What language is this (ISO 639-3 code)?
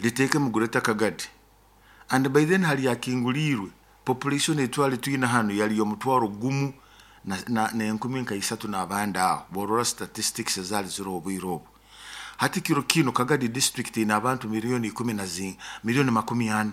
nyo